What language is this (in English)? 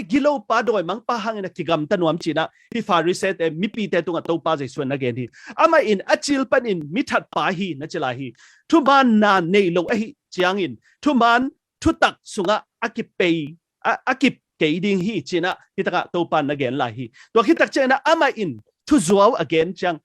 Tedim Chin